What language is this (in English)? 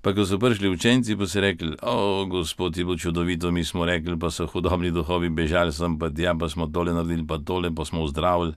Slovenian